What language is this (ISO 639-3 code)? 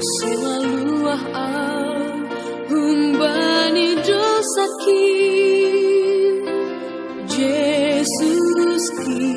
bts